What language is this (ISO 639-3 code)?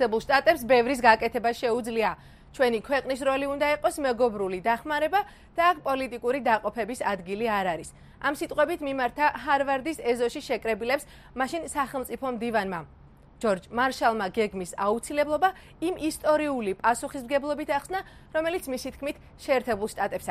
kat